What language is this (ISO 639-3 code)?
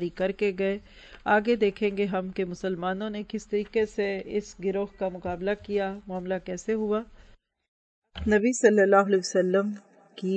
urd